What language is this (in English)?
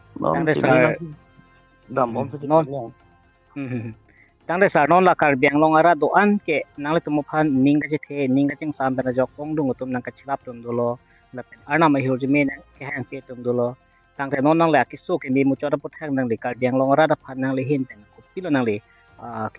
Karbi